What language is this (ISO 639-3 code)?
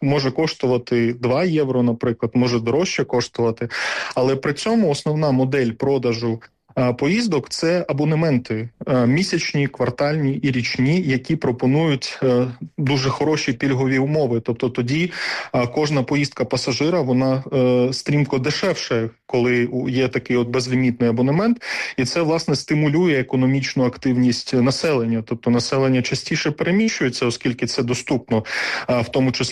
ukr